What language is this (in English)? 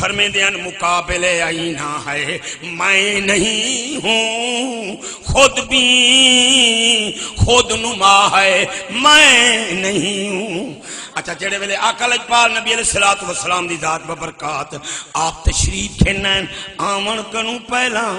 Saraiki